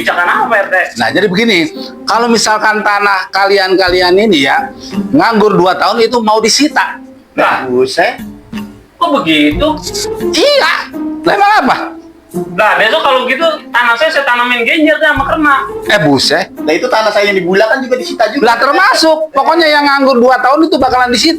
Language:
Betawi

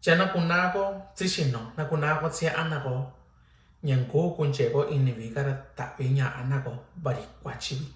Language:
Mixtepec Mixtec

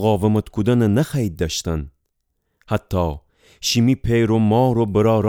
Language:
Gilaki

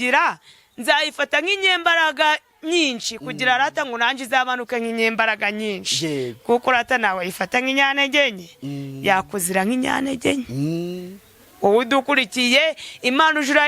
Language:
Kinyarwanda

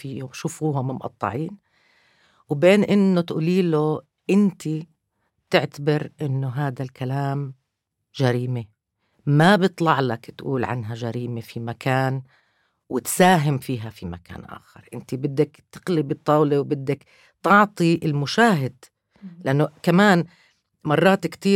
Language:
North Levantine Arabic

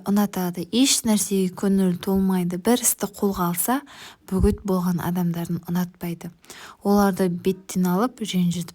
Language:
Kazakh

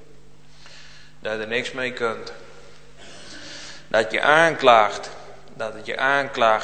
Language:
Dutch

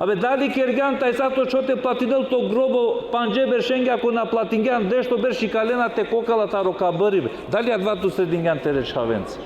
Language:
Balkan Romani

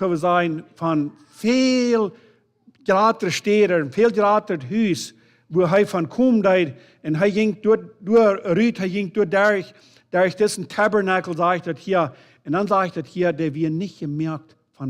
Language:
Plautdietsch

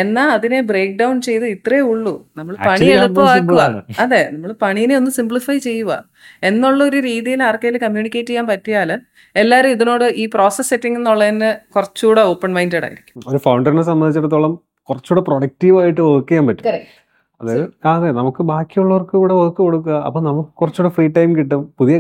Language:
Malayalam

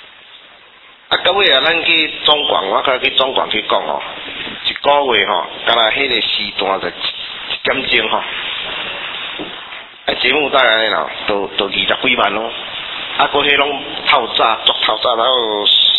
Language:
Min Nan Chinese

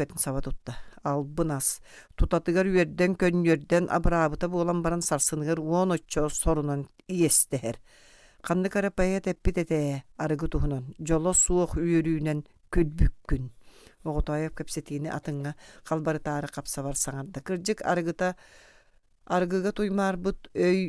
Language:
Yakut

